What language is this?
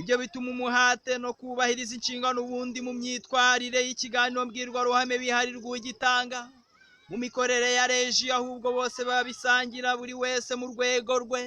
Kinyarwanda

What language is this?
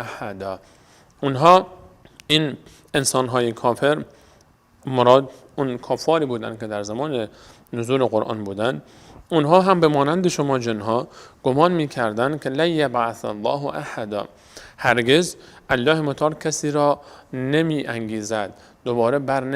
Persian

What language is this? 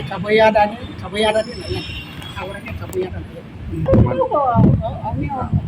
Tetum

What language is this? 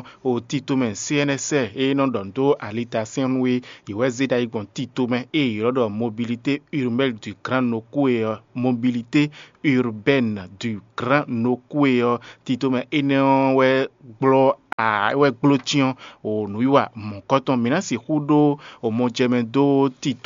Fon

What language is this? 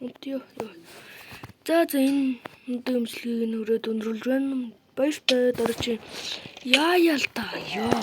Mongolian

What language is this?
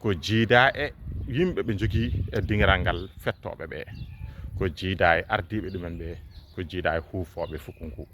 Fula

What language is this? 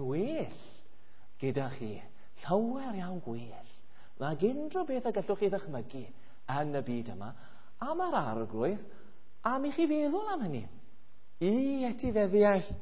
Welsh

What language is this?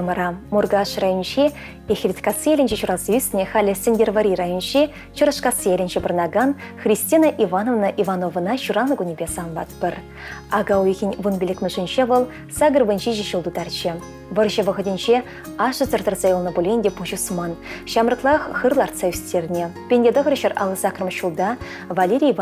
Chuvash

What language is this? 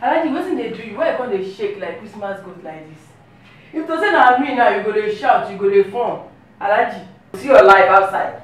Nigerian Pidgin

